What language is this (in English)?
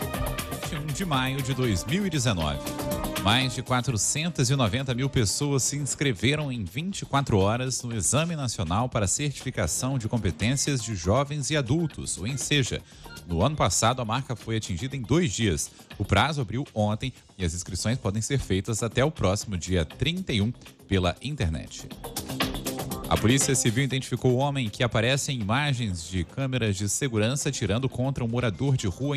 Portuguese